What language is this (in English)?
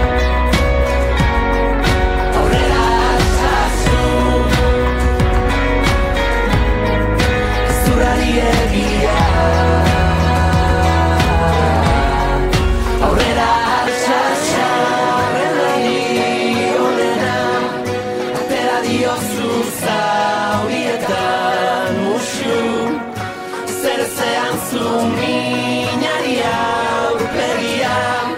Basque